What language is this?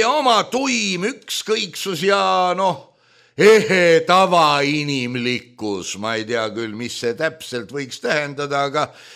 Estonian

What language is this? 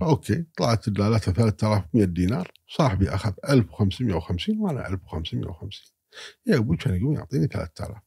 Gulf Arabic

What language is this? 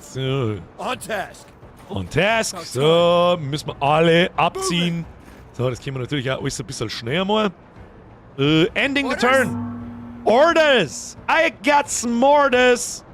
Bavarian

